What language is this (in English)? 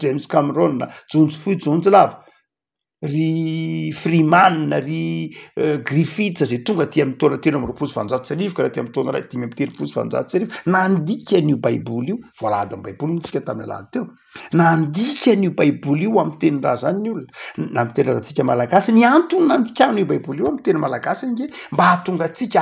Malagasy